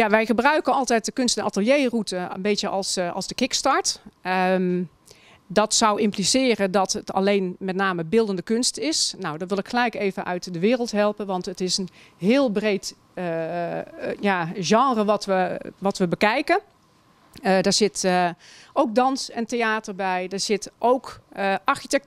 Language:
Dutch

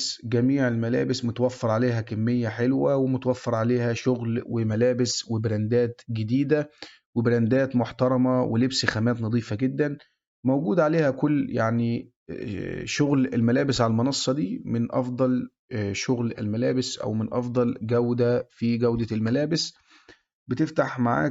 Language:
Egyptian Arabic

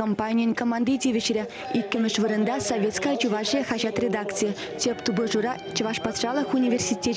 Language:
Chuvash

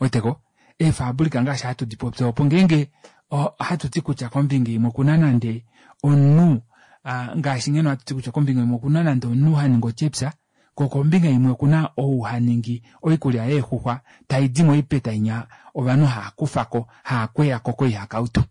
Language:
Kuanyama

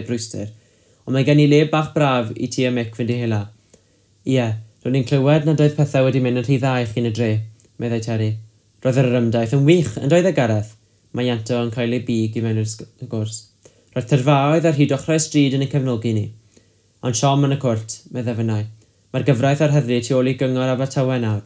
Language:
Welsh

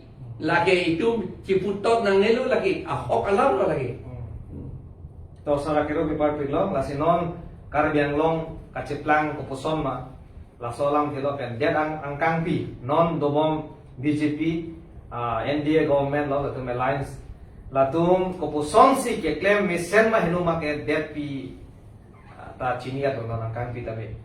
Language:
Karbi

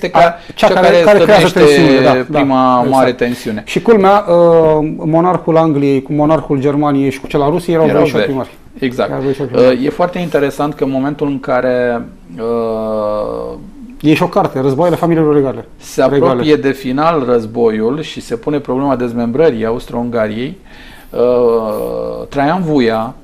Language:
Romanian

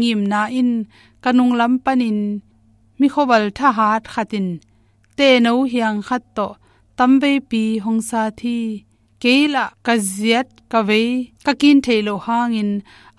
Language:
Tedim Chin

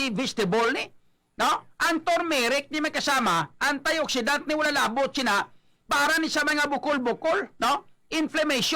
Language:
Hiligaynon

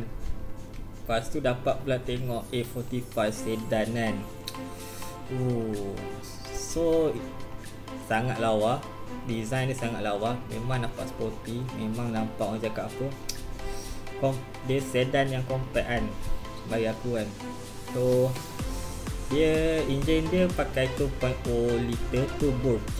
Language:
Malay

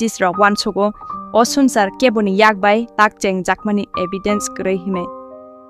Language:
Kok Borok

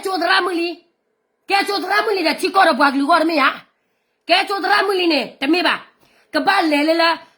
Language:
S'gaw Karen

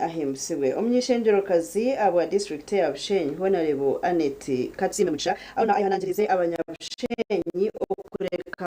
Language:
Nyankole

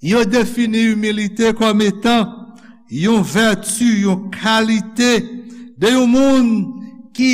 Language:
Haitian Creole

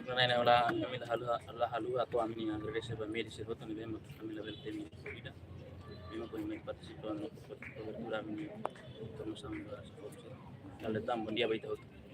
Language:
Tetum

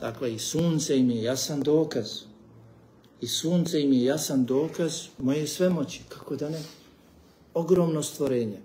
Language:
Bosnian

